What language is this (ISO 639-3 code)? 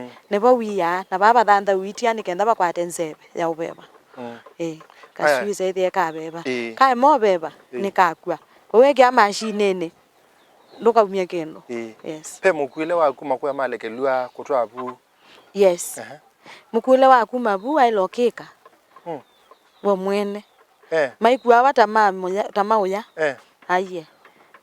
kam